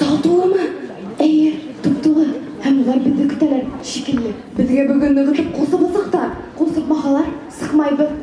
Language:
Bashkir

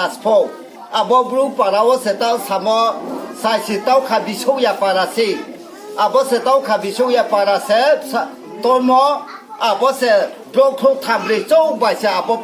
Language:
Riang (India)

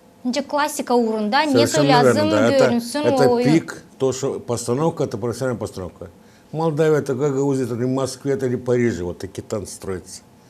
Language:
Gagauz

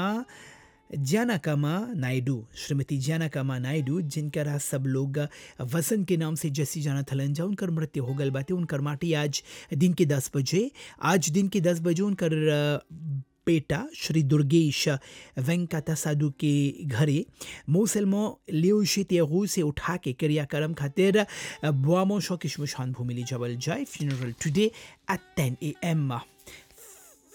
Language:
Bhojpuri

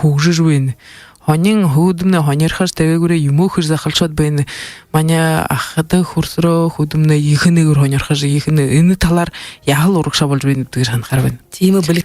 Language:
Buriat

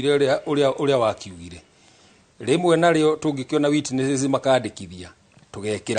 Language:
Kikuyu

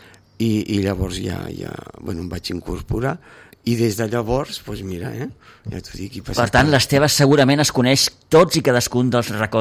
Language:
Catalan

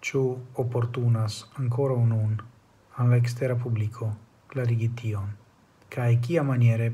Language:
Esperanto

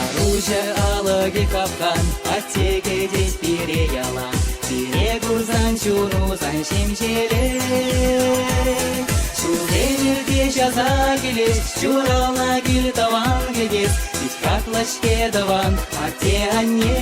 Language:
Chuvash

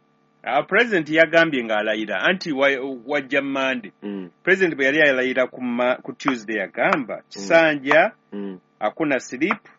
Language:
Ganda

